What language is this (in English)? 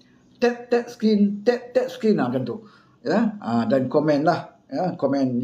Malay